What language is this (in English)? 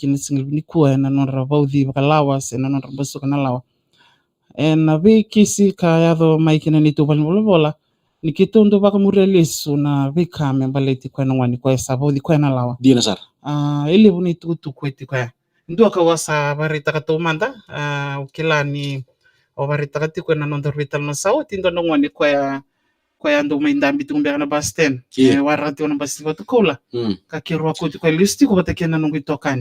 Fijian